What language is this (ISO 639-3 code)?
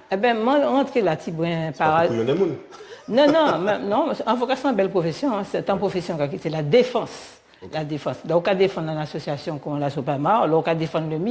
gcf